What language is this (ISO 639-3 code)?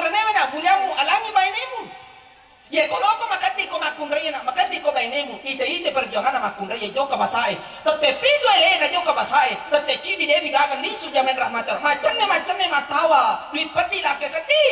bug